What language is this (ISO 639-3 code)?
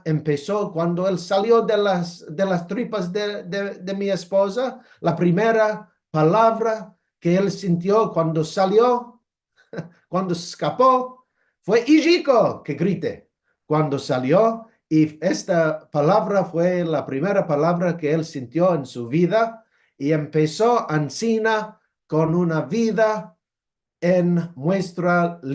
lad